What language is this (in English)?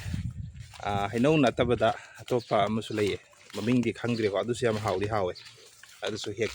Manipuri